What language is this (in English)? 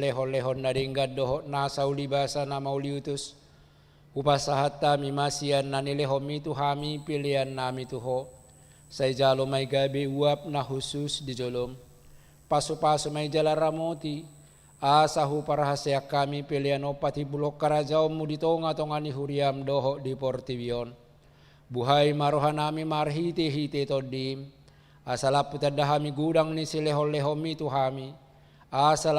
Batak Toba